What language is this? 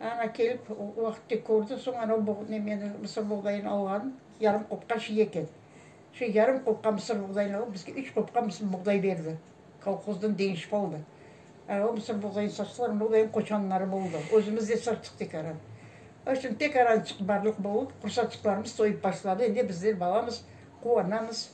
Crimean Tatar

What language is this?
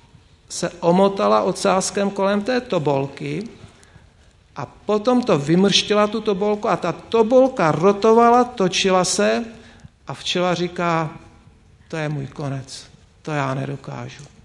Czech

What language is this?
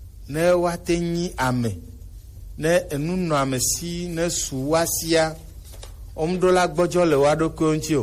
Gen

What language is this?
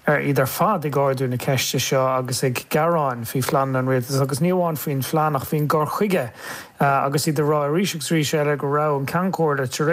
Irish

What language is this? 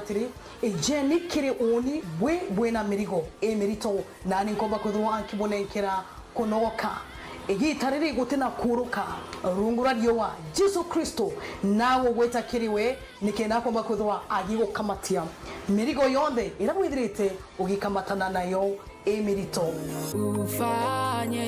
Meru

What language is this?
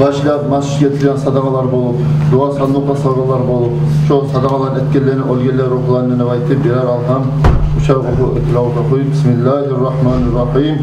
Kumyk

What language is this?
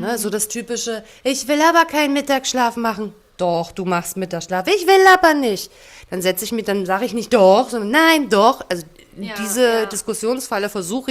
German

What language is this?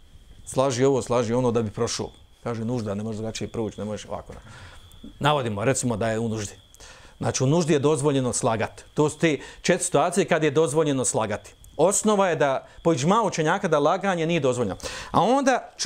Bosnian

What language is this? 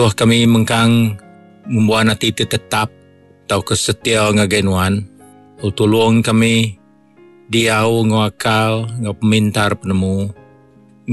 Iban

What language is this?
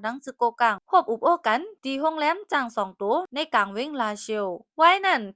Shan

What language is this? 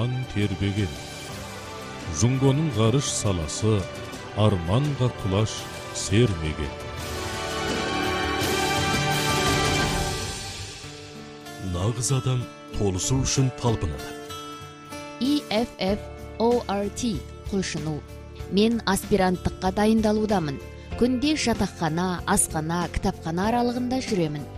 Kazakh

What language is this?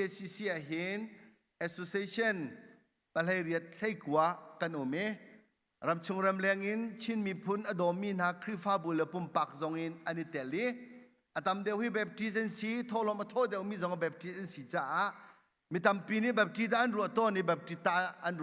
Hakha Chin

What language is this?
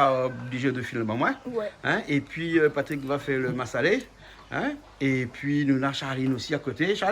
Réunion Creole French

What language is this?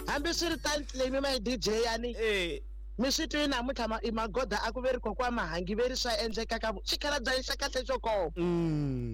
Tsonga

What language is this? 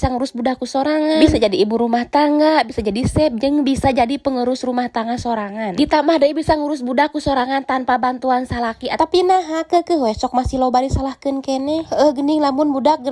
Sundanese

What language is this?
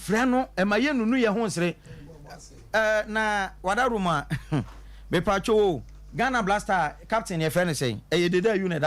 Akan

